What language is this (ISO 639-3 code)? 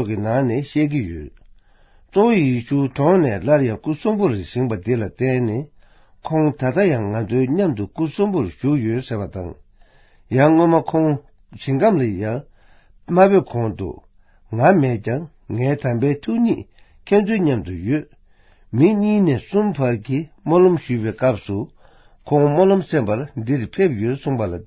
bod